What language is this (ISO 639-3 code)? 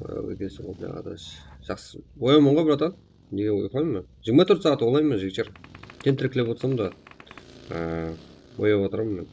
kaa